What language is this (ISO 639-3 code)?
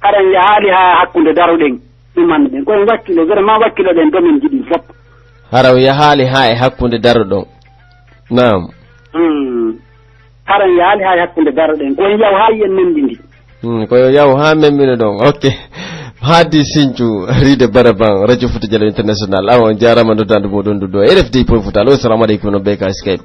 fuf